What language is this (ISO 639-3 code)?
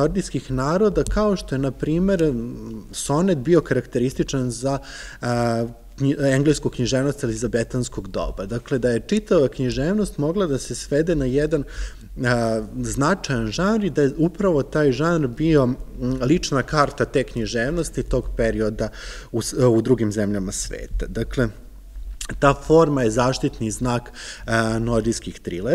srp